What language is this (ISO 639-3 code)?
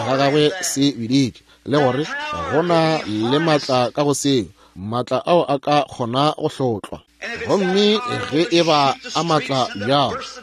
nso